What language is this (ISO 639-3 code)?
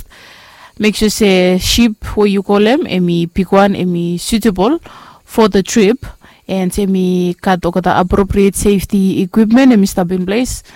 bis